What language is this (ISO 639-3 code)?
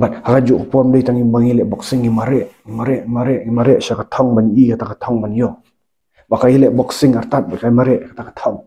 kha